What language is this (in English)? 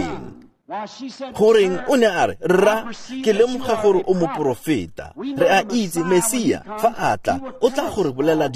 Tswana